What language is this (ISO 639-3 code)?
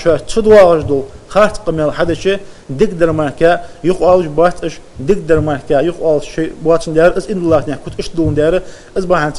inh